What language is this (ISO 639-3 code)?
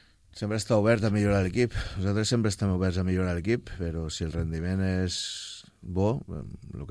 cat